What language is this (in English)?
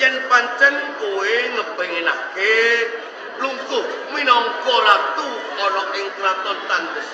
Javanese